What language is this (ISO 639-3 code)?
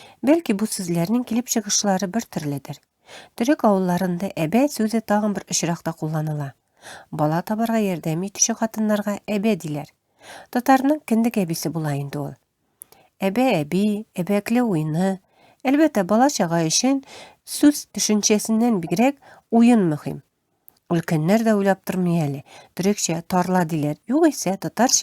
tat